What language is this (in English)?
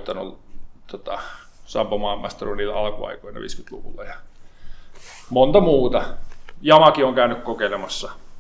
Finnish